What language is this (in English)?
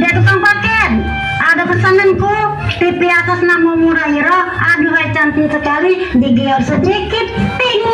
Musi